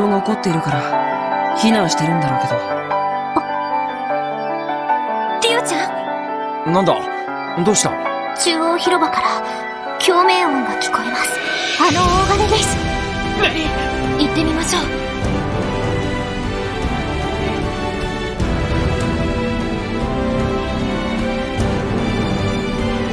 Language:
Japanese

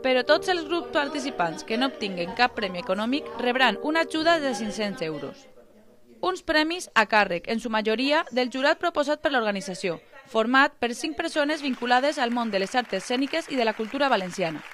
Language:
Catalan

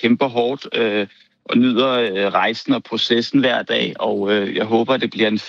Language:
Danish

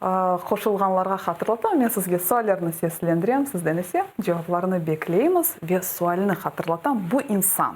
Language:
Crimean Tatar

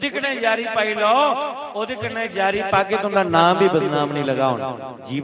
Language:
Dogri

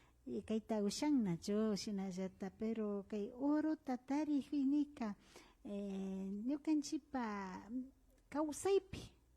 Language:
Imbabura Highland Quichua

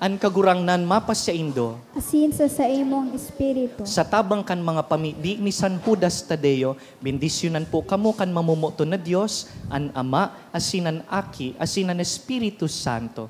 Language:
Bikol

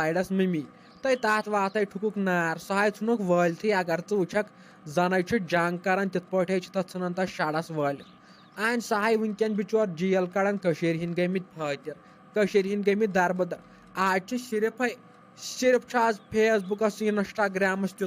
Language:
Kashmiri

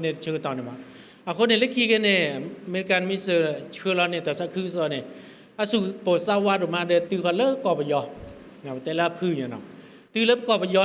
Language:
S'gaw Karen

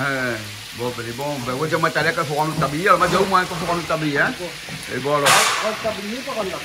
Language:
Réunion Creole French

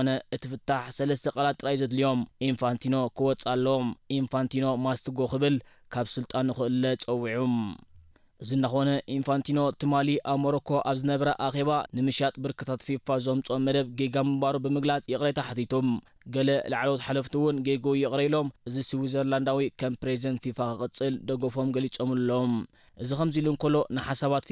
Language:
Tigrinya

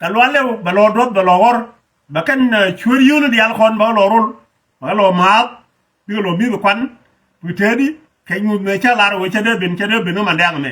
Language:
Nuer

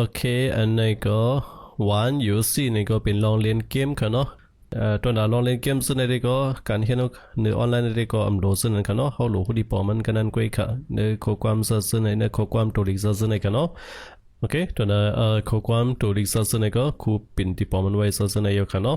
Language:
Shan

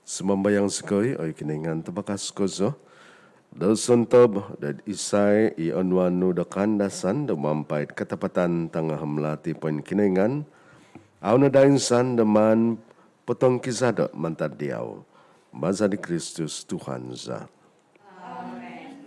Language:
Central Dusun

